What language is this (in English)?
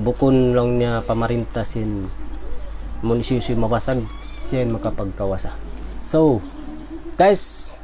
Tausug